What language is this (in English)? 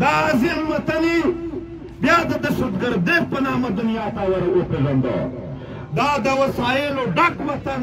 Pashto